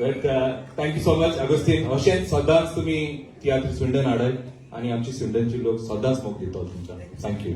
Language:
Konkani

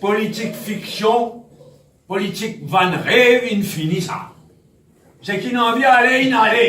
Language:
Morisyen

